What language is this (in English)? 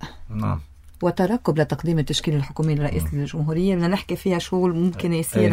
North Levantine Arabic